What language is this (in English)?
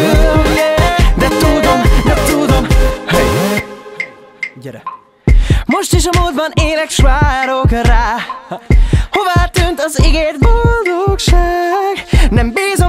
Hungarian